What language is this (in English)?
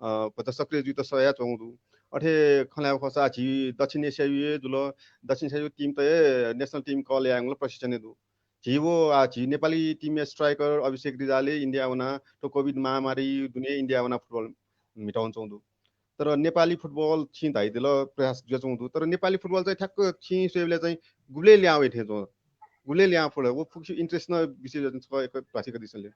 Newari